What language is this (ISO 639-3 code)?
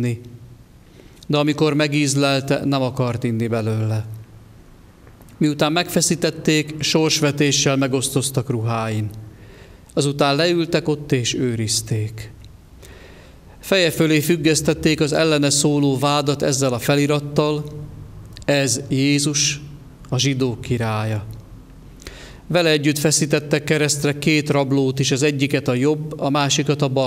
hun